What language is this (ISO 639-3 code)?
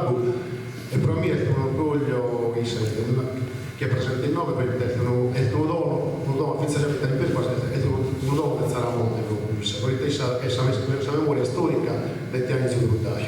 srd